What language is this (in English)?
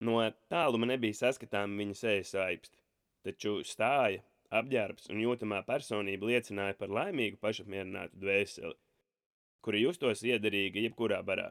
Latvian